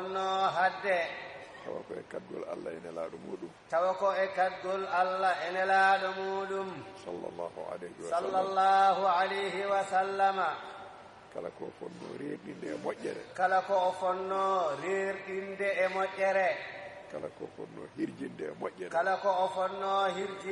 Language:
Fula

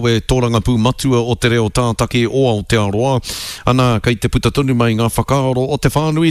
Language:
Māori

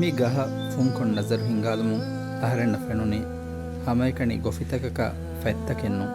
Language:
Divehi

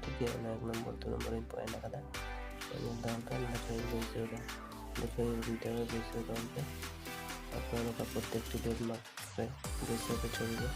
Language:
Santali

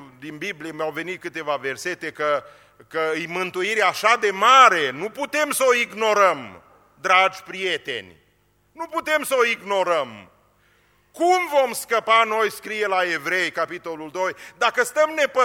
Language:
Romanian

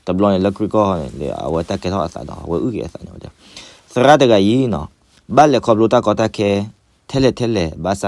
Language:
S'gaw Karen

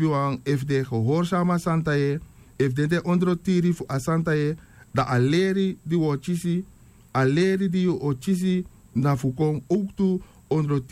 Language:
Sranan Tongo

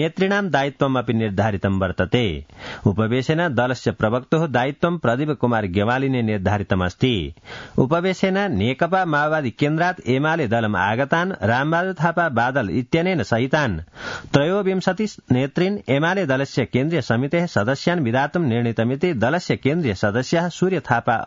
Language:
Sanskrit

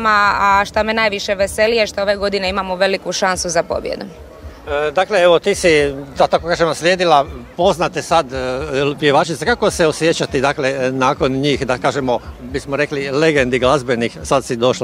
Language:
Croatian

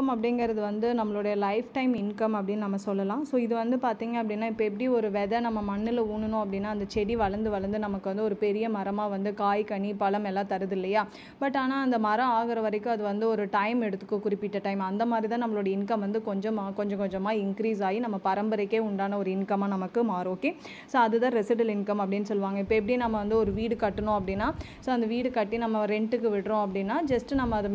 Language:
Tamil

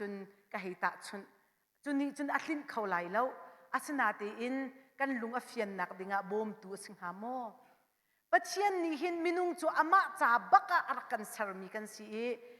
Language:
Hakha Chin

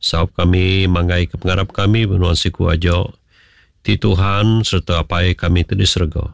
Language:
Iban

